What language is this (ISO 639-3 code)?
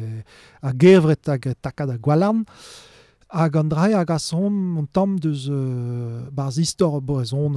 bre